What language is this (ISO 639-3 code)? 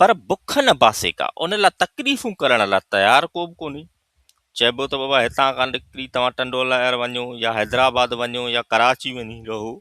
snd